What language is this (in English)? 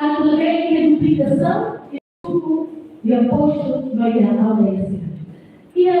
Tetum